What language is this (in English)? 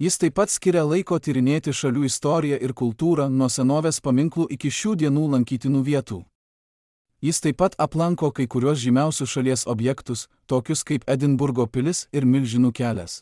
Lithuanian